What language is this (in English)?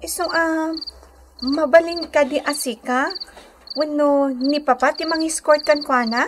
Iloko